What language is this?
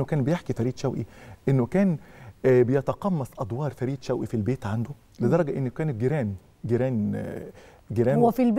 Egyptian Arabic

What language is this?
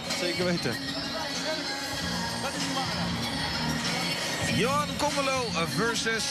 Dutch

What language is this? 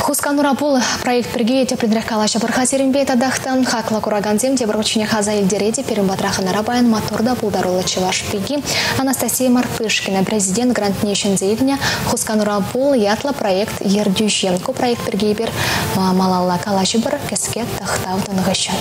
Chuvash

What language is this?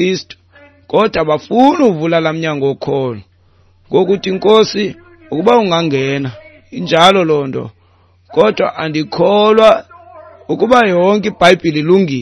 Xhosa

